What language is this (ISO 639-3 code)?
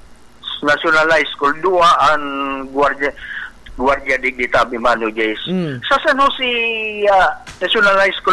bik